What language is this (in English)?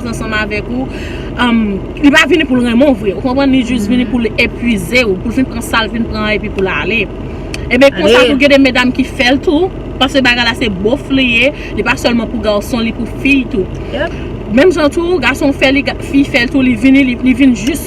Haitian Creole